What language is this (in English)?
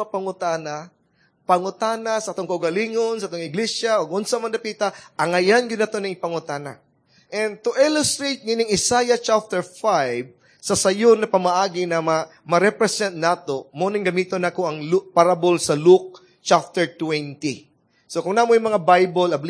Cebuano